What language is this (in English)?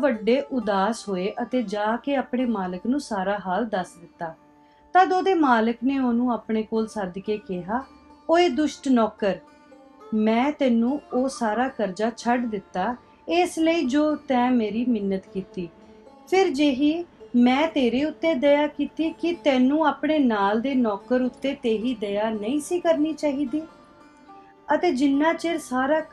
Punjabi